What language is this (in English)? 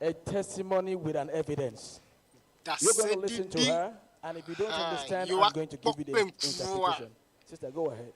Ewe